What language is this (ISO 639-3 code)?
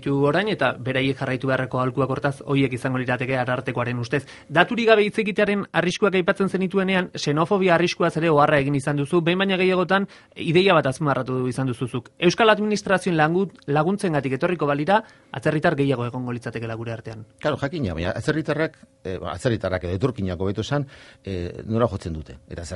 eus